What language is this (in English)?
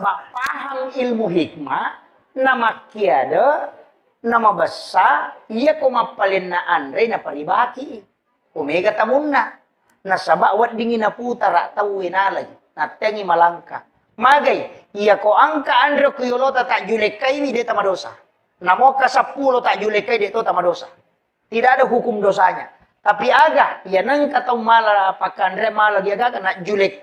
Buginese